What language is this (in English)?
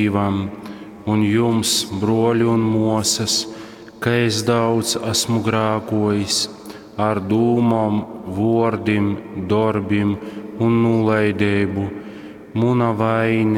Latgalian